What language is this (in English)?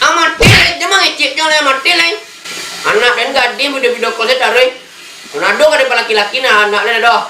Minangkabau